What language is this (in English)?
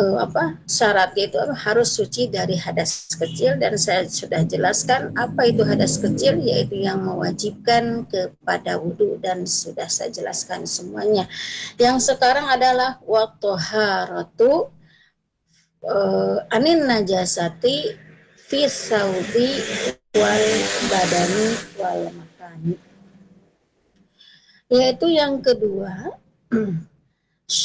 Indonesian